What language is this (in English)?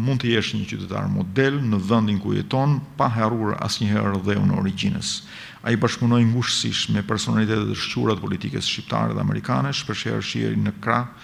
Albanian